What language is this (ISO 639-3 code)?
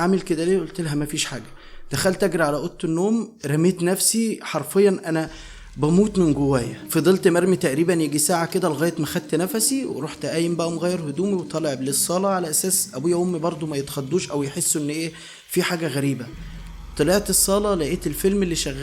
arz